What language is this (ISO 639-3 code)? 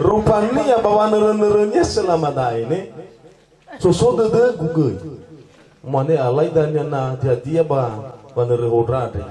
nia